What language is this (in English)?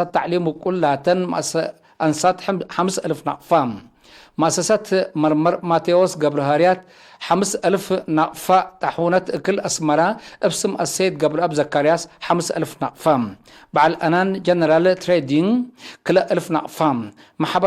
Tigre